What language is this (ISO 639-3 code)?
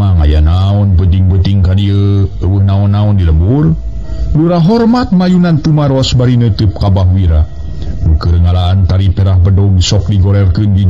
sun